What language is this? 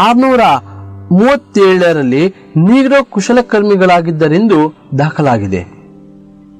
Kannada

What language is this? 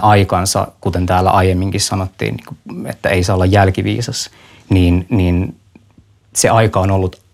Finnish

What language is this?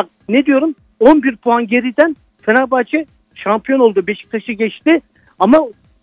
Turkish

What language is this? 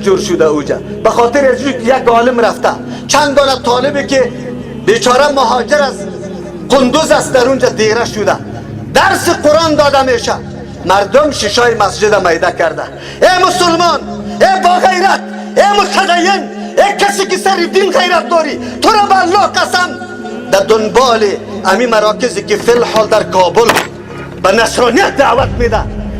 Persian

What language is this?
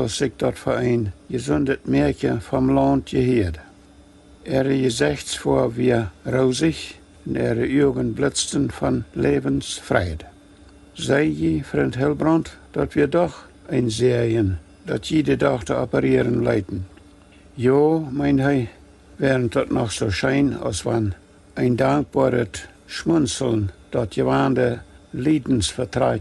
Plautdietsch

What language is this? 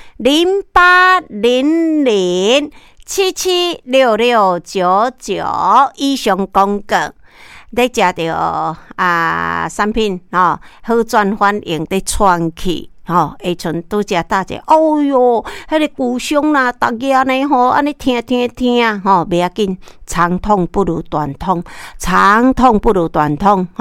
Min Nan Chinese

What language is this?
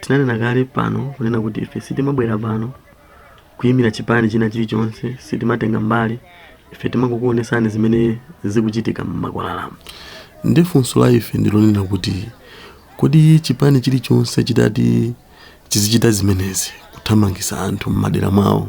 Nyanja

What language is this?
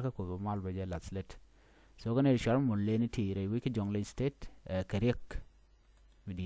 Nuer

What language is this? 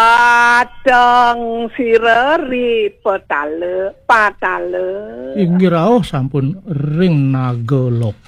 Balinese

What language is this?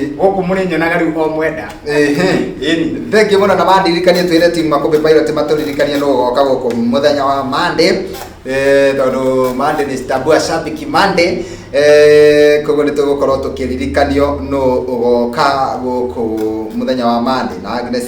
Kikuyu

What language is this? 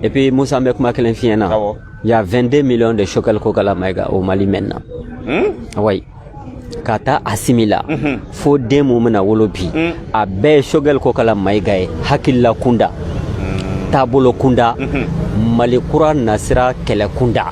Bambara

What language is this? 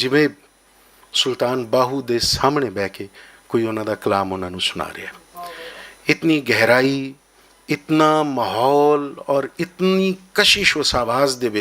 Western Panjabi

